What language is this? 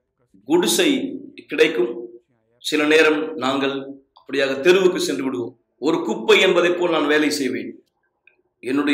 Tamil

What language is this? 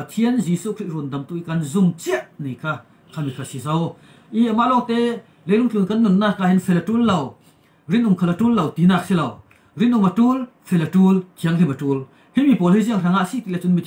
Falam Chin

